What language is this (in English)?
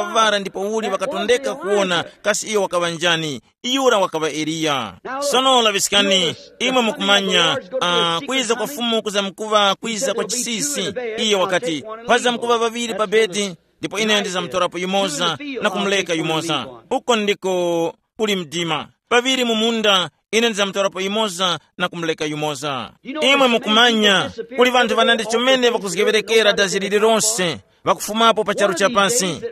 Tumbuka